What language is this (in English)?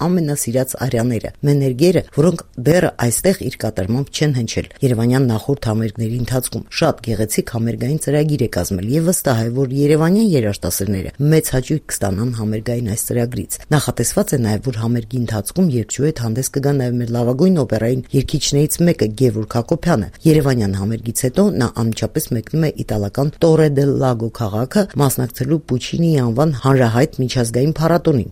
Armenian